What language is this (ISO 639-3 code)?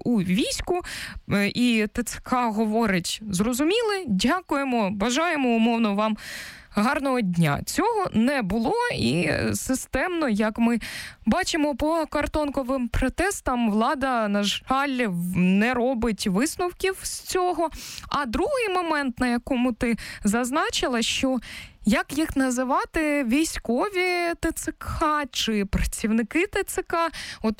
ukr